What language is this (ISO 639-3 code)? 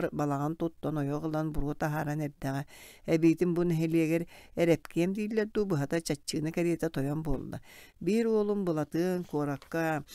sah